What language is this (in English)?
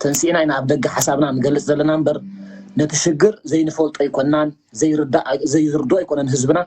Tigrinya